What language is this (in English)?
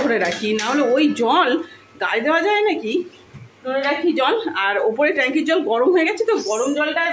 Bangla